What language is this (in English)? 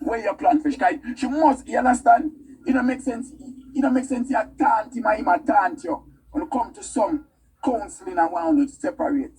Jamaican Creole English